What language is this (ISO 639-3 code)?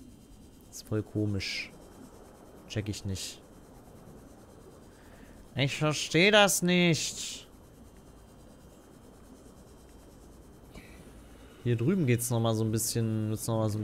deu